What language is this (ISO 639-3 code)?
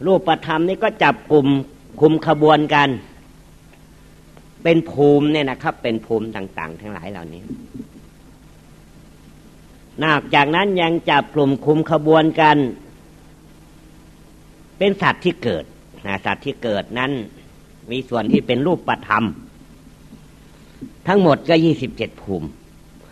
tha